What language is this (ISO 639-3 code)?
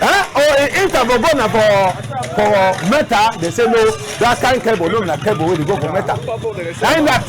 wes